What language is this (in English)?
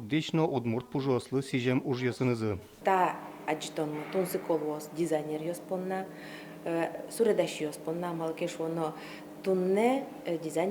Udmurt